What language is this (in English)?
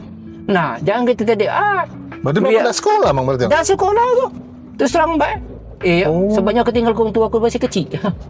Musi